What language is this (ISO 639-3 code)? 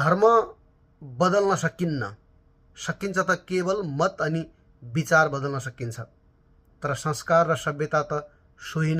nep